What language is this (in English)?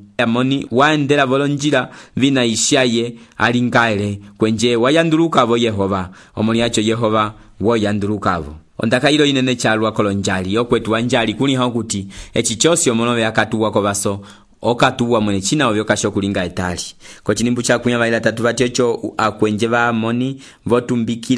Umbundu